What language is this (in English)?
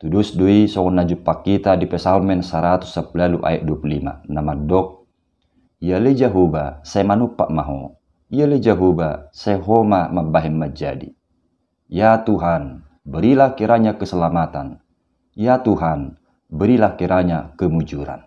Batak Toba